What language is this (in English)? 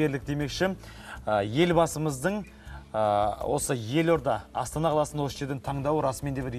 Kazakh